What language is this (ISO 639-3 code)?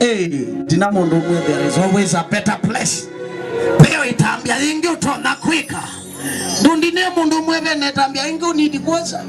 kam